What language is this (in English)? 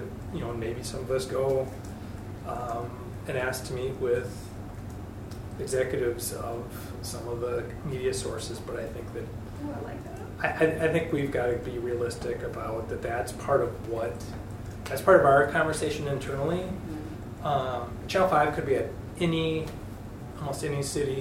English